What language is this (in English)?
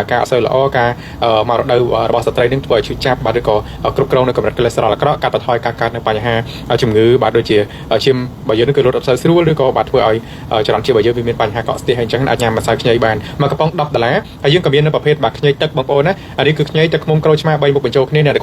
Khmer